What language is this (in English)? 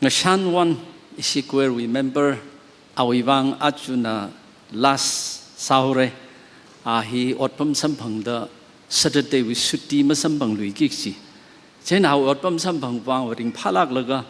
Tangkhul Naga (India)